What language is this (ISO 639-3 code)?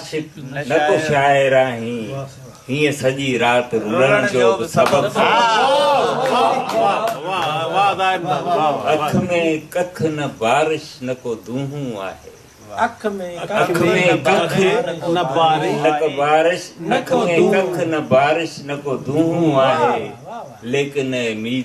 snd